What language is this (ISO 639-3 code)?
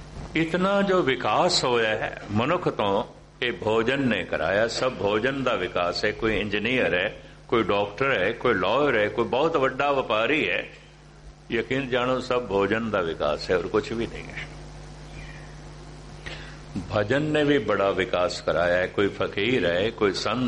pan